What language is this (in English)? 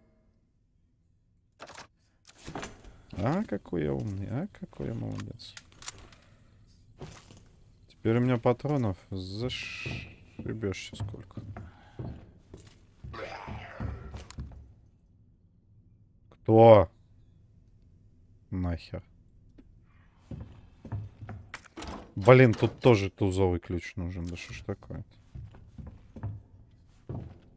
Russian